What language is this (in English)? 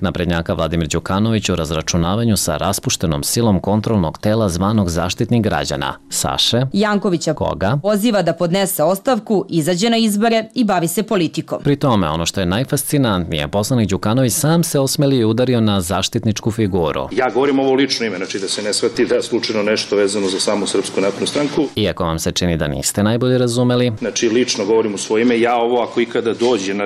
Serbian